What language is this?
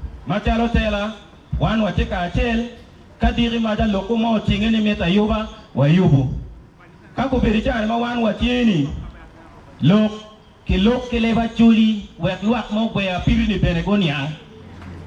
Acoli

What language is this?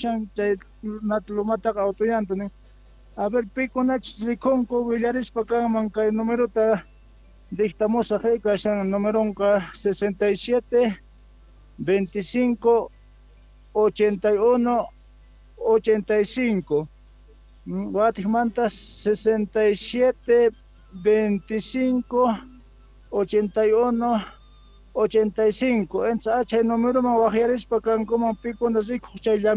South Bolivian Quechua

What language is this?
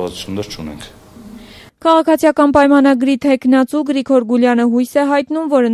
Armenian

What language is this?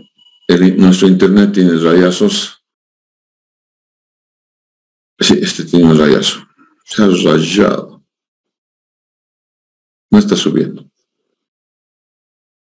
Spanish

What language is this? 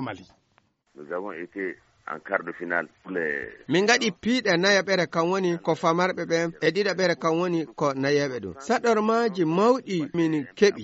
Fula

